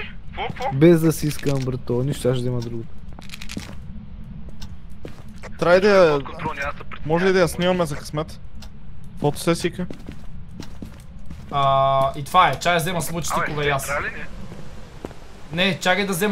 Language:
Bulgarian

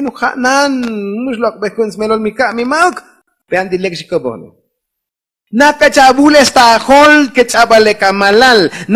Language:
Tzotzil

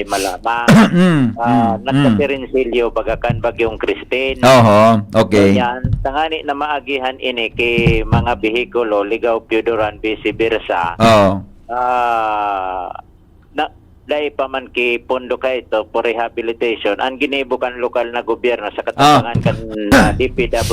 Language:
Bikol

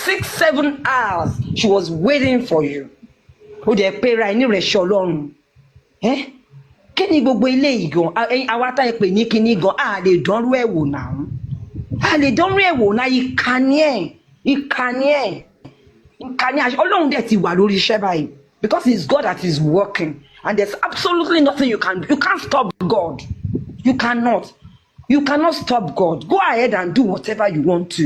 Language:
Yoruba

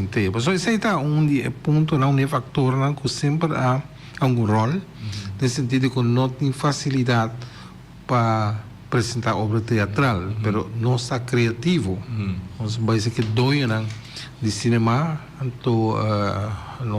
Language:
Papiamento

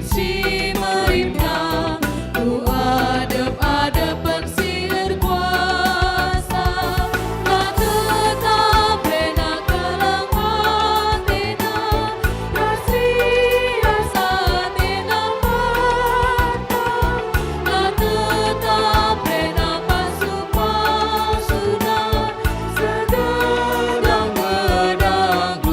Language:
Batak Karo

